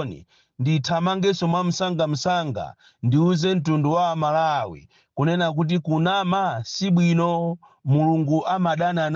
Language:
Nyanja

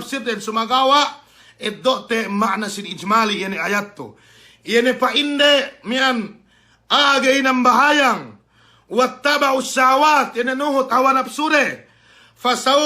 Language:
Yakan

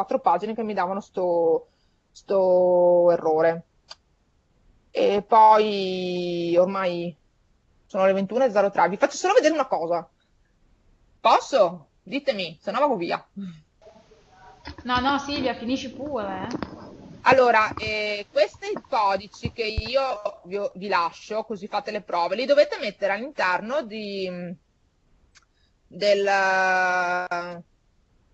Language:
Italian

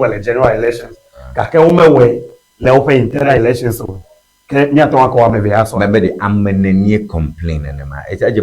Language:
Ewe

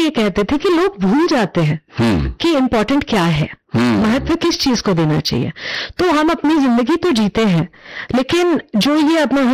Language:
Hindi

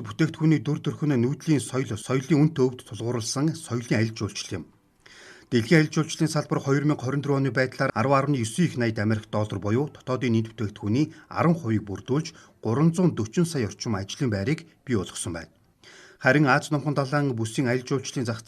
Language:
Mongolian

